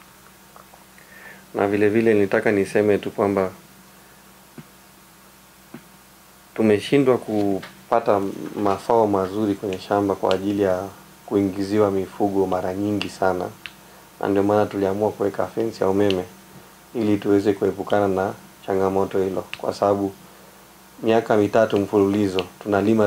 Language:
Swahili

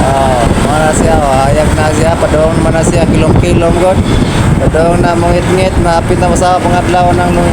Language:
Cebuano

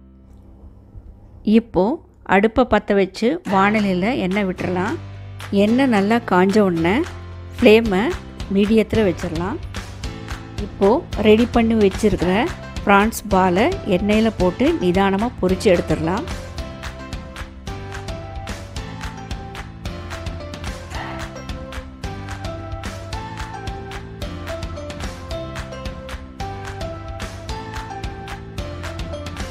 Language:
Tamil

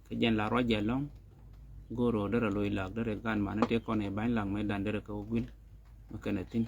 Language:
Nuer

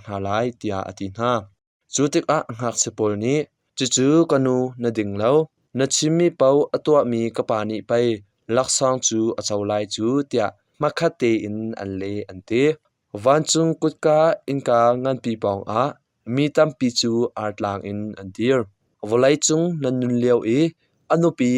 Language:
Hakha Chin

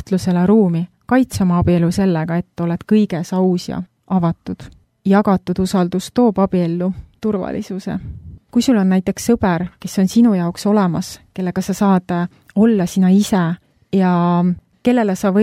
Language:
Estonian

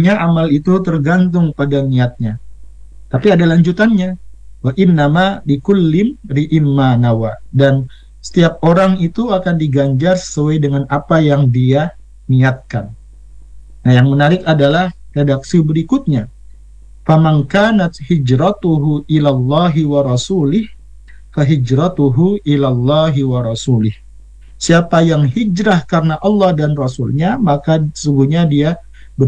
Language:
Indonesian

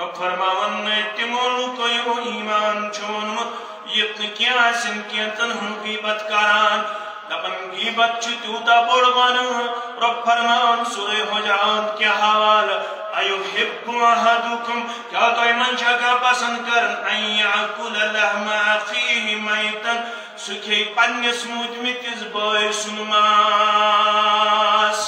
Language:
Kashmiri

